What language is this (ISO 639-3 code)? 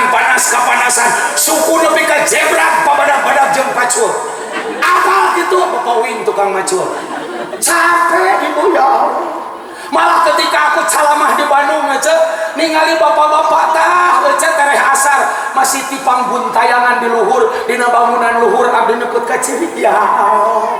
sun